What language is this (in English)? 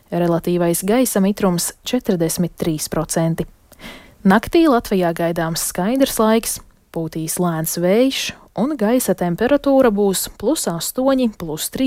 Latvian